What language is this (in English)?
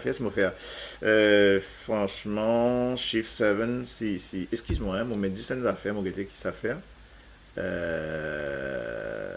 Morisyen